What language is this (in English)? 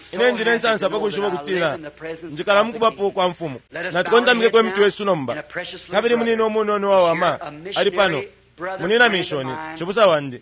Bemba